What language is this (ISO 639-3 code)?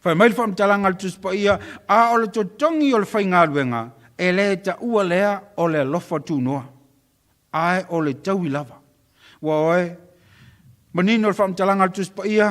smo